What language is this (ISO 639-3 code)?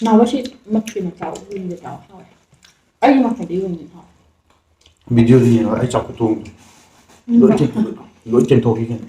mni